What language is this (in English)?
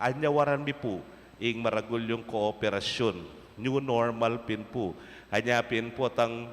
Pampanga